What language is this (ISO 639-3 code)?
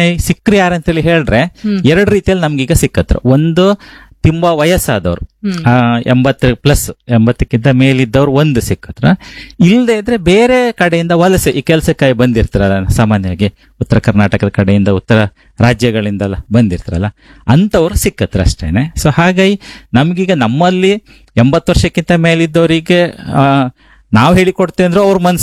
kan